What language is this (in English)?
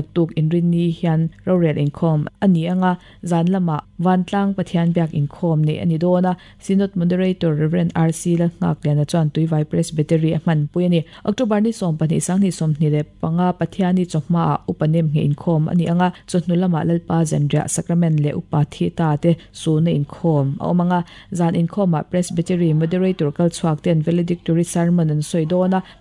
Mizo